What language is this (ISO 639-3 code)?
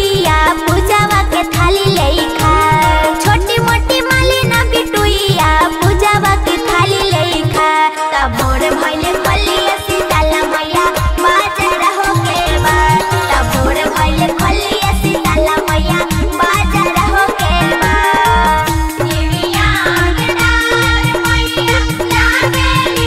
bho